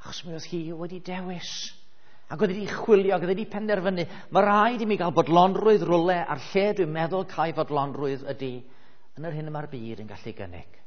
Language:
Welsh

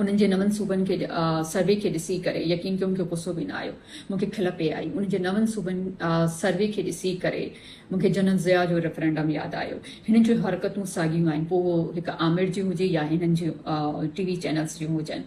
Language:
Sindhi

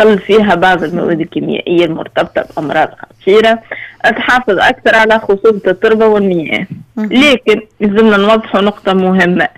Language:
Tunisian Arabic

